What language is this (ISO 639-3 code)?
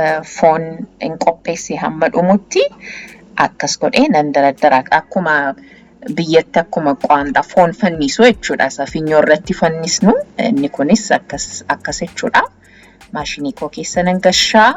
orm